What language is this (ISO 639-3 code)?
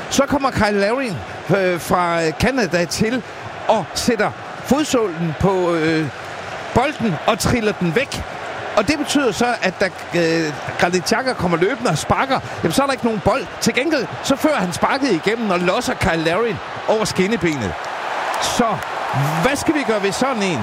dan